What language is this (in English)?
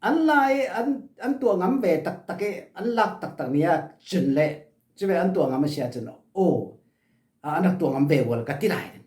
Falam Chin